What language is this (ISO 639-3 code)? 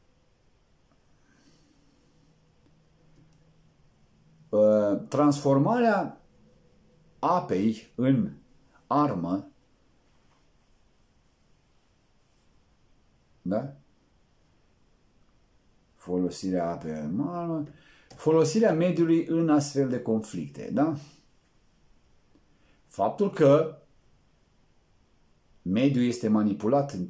ron